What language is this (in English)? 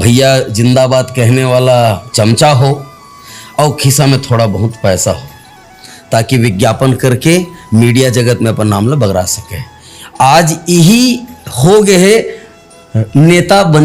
Chhattisgarhi